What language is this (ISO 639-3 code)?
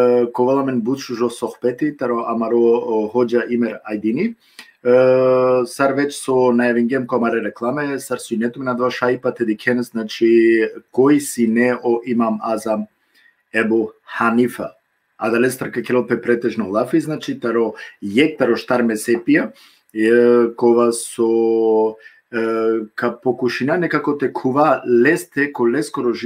rmn